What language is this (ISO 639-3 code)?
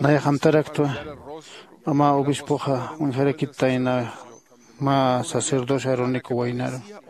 aym